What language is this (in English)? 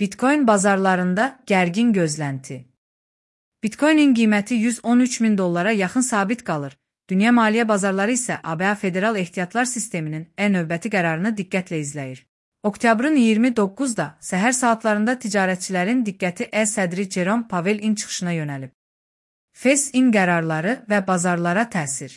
Azerbaijani